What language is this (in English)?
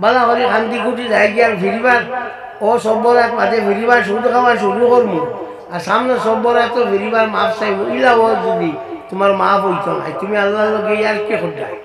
Sylheti